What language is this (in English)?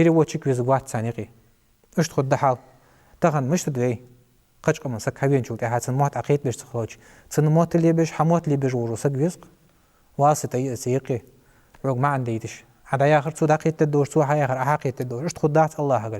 Ingush